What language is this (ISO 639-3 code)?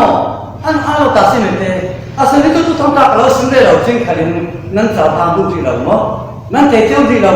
cfm